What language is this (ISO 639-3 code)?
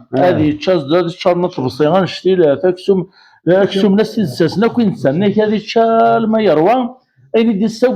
kab